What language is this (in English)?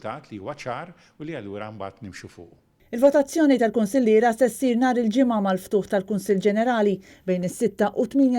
Maltese